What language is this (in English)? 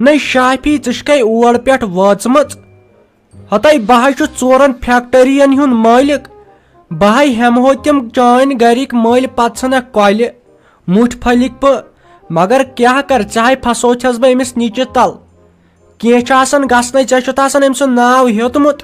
Kashmiri